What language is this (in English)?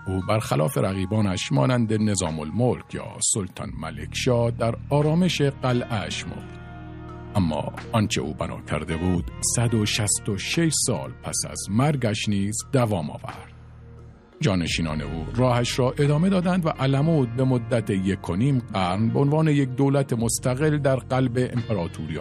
Persian